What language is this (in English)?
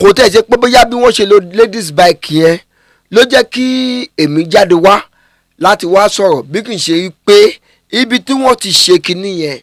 Yoruba